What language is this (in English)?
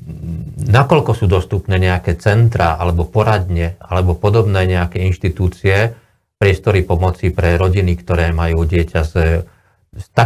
Slovak